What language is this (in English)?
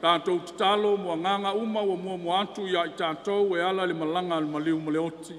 Samoan